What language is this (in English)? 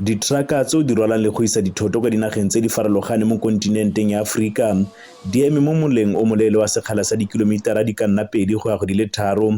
Tswana